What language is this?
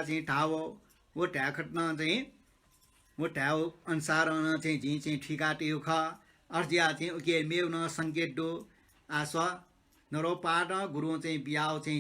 Newari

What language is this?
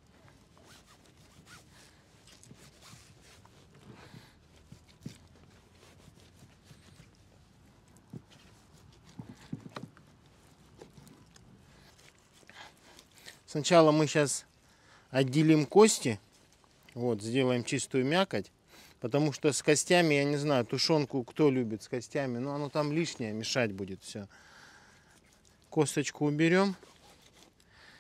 Russian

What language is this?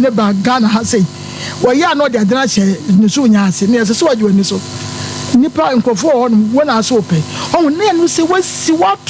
Akan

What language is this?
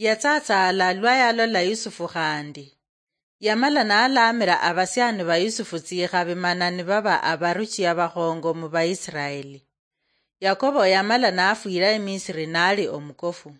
Luyia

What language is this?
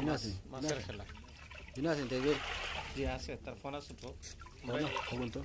Sylheti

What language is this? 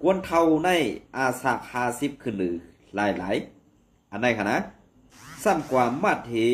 Shan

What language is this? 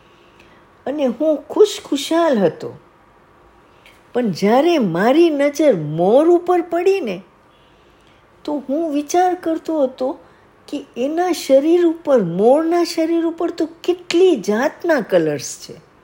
Gujarati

